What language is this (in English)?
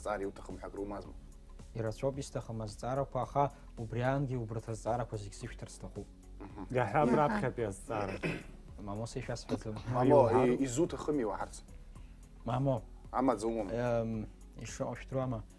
Abkhazian